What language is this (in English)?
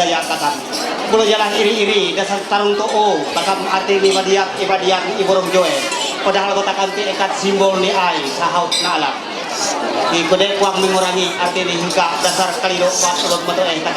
Ma'anyan